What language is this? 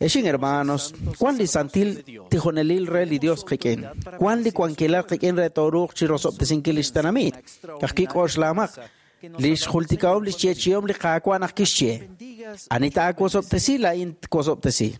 Kekchí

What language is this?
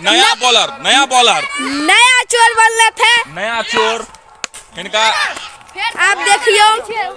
Maithili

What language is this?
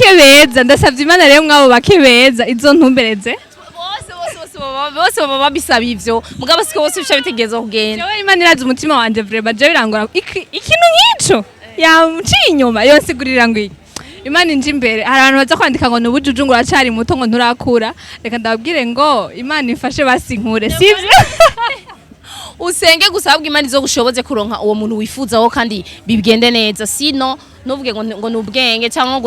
Rundi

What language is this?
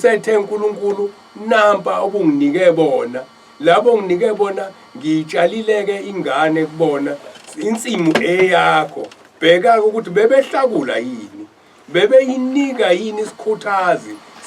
Zulu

